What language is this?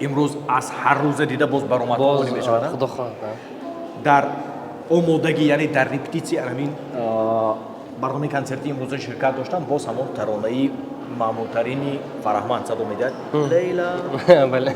Tajik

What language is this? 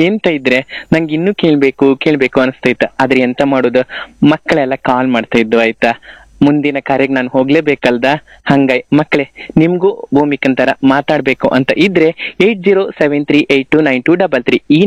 Kannada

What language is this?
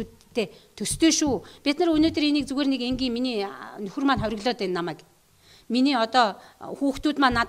Mongolian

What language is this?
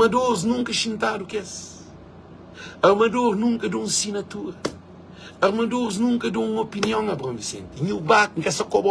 Kabuverdianu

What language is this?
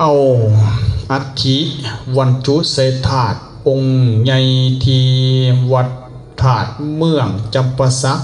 Lao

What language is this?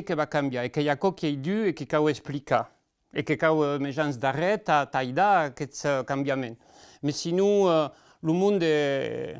Occitan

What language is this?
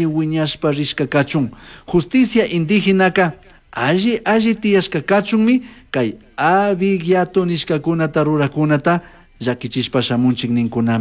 Chimborazo Highland Quichua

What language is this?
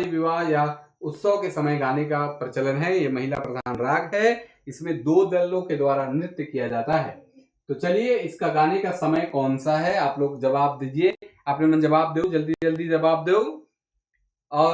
Sadri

